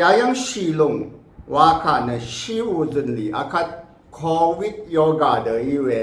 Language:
Rawang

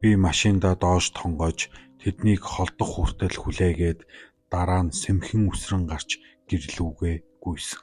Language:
Mongolian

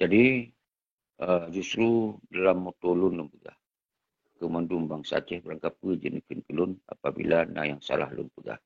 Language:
Achinese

